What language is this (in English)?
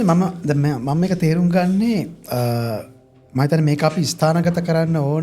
Sinhala